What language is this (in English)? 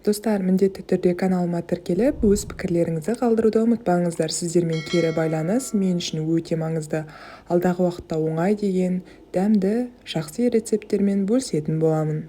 Kazakh